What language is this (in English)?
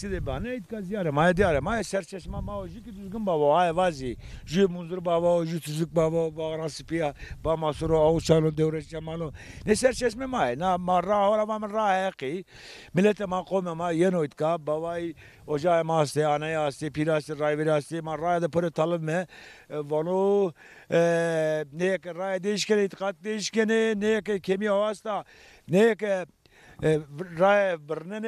Zaza